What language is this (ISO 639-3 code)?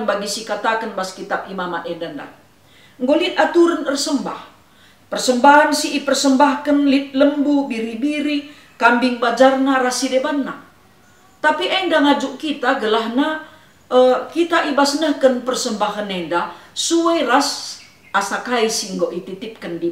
btx